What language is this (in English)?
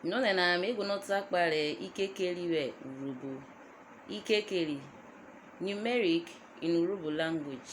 Urhobo